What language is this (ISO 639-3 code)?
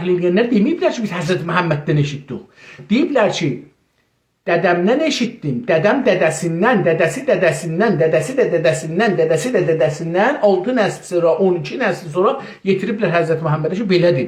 azb